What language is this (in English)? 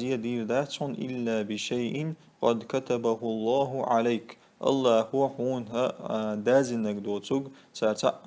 Chechen